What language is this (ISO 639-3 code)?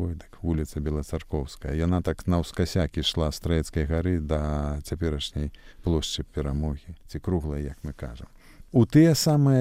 bel